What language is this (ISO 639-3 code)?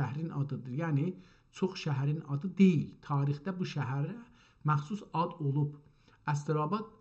azb